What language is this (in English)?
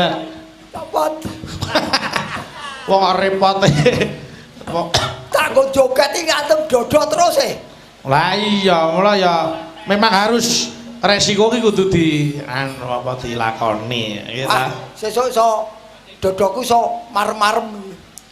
Javanese